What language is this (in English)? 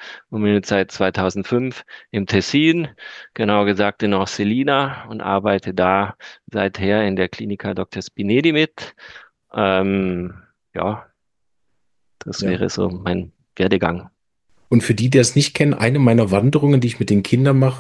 German